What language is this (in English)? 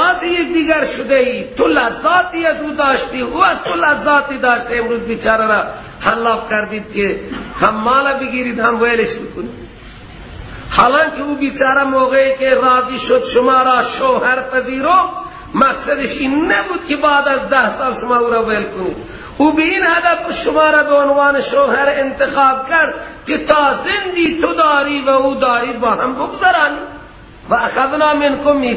Persian